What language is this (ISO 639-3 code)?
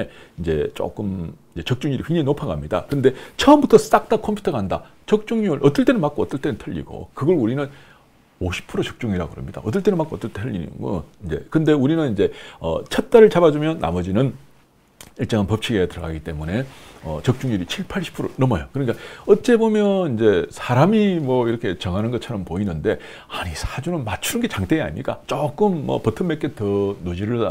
kor